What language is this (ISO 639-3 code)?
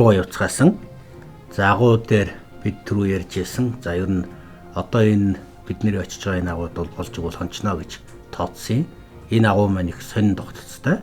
mon